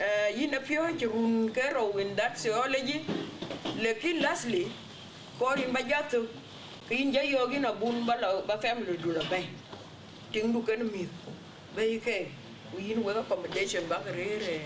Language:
Dinka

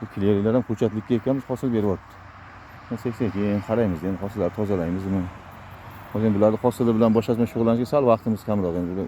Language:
Uzbek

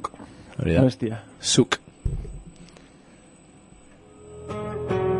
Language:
Basque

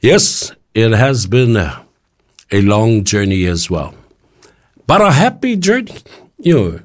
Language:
Samoan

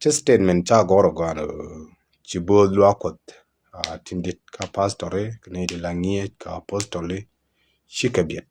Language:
Nuer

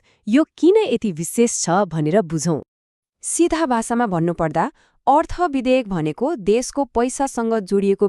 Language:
Nepali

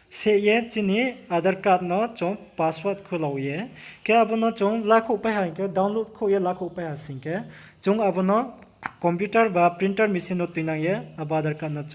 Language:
Riang (India)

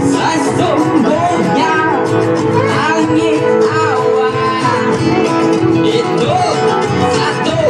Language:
Banjar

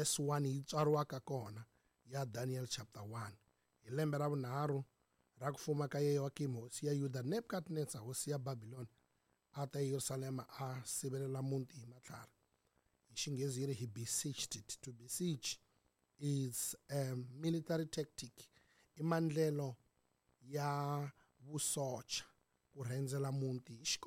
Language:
Tsonga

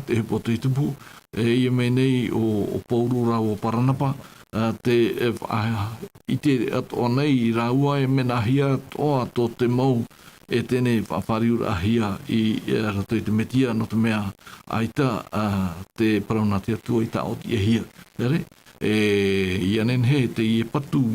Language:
Tahitian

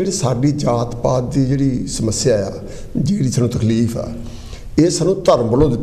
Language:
Punjabi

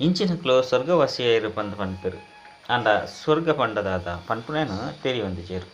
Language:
Tulu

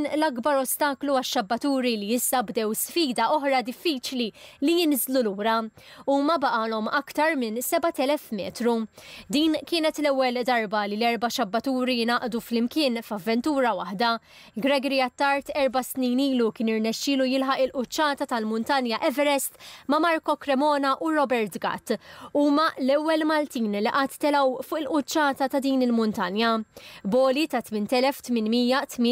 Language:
Maltese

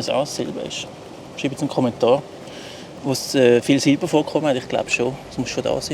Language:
Swiss German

